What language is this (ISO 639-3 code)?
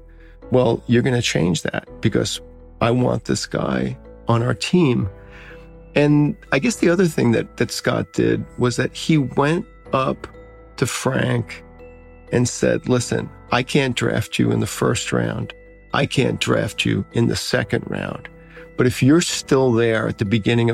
eng